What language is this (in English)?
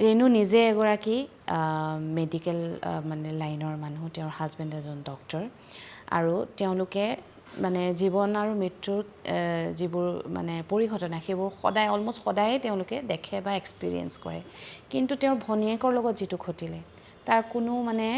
Assamese